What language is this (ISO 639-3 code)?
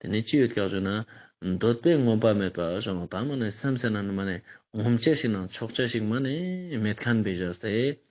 lbj